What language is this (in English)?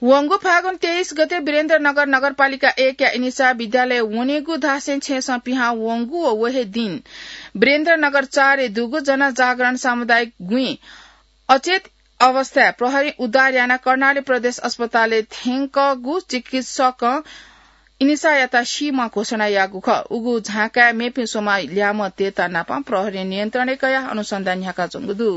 Newari